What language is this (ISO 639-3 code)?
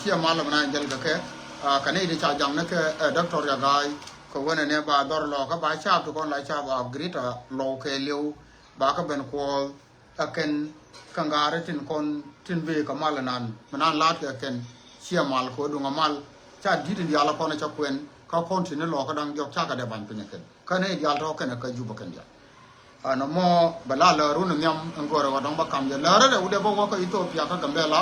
nus